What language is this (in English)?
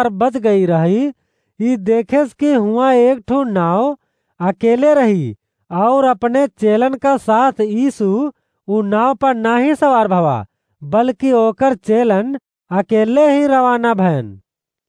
Awadhi